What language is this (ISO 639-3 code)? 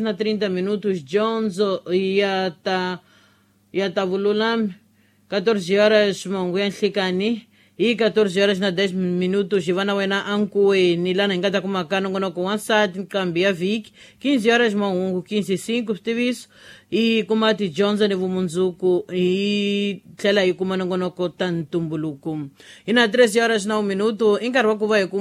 tso